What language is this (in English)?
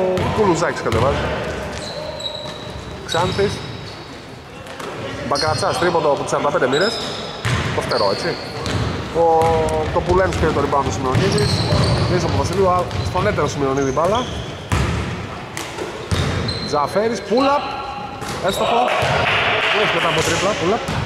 Greek